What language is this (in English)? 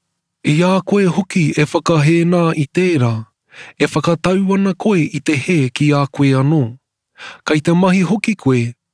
Māori